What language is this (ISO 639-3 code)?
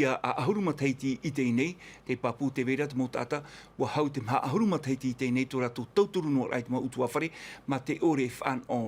tah